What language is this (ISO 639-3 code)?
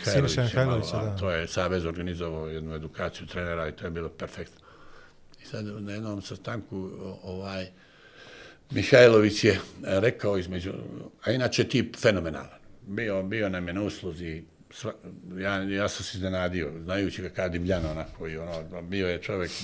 bos